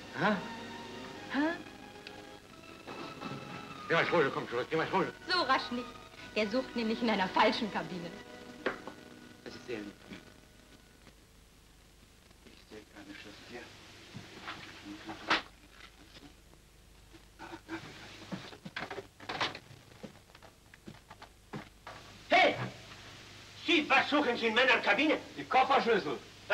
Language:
German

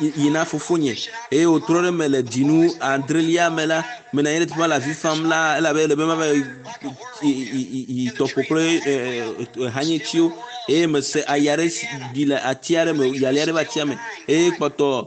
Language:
Ewe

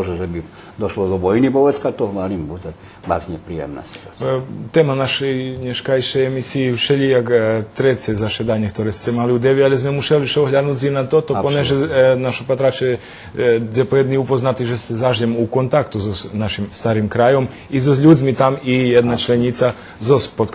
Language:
Rusyn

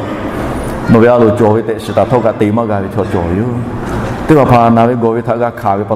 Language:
Lahu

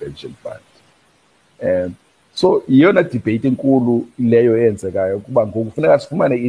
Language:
Xhosa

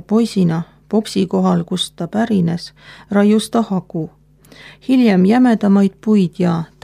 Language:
Estonian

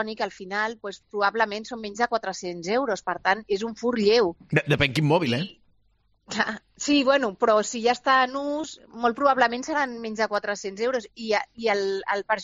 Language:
Catalan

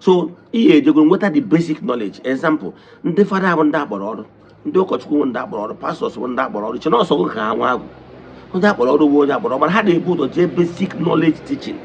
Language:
Igbo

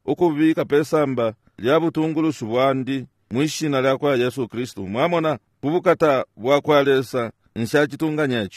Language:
Bemba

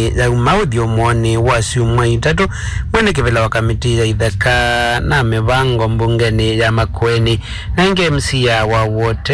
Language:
Kamba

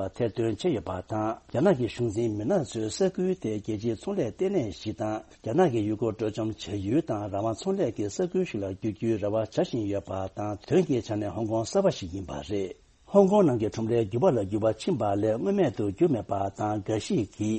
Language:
Tibetan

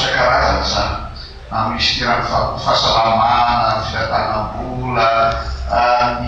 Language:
Malagasy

